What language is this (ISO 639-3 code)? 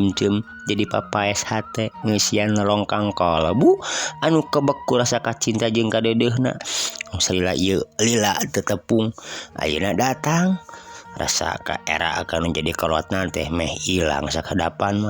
sun